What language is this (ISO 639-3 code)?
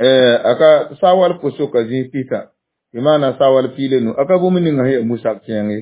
mos